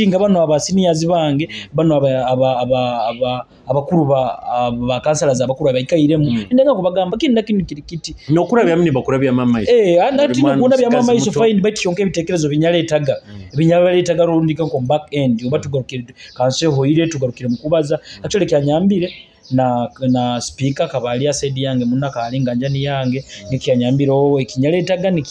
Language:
Nyoro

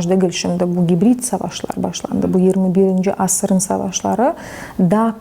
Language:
Crimean Tatar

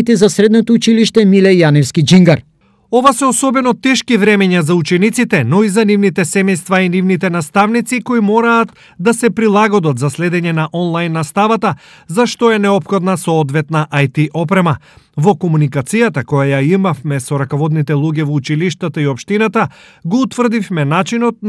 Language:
Macedonian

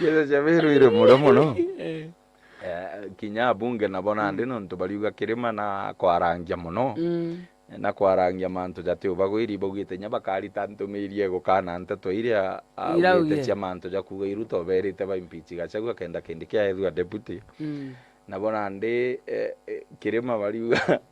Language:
Meru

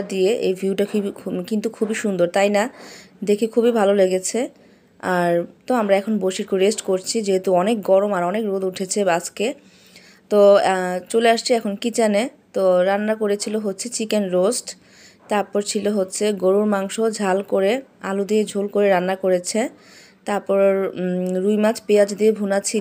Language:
Bangla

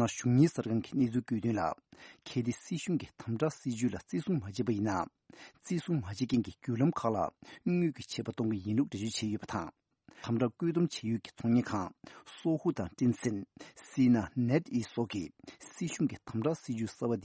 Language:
Tibetan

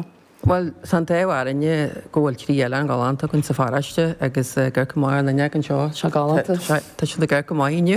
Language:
Irish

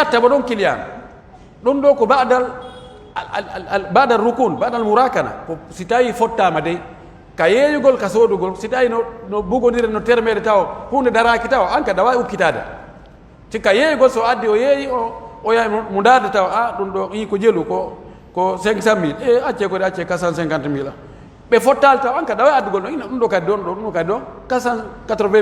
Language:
Pular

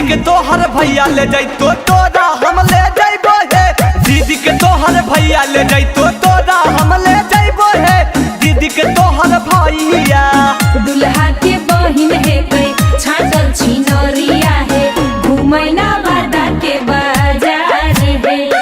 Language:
Magahi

